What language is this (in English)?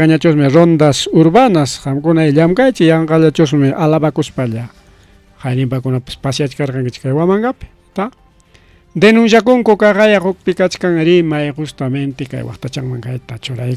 Ayacucho Quechua